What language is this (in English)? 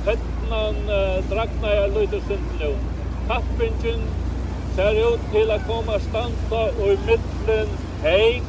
Faroese